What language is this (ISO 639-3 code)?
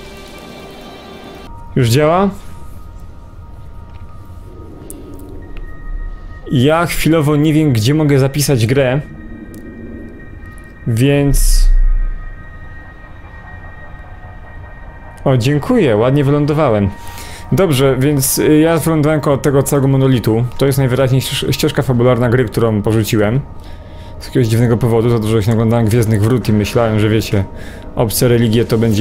pol